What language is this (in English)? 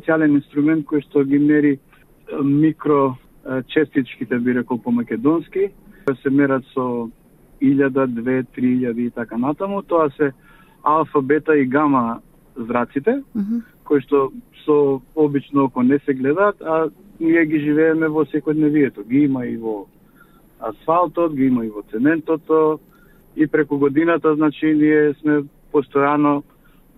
Macedonian